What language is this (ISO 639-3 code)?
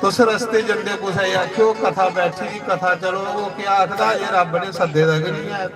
doi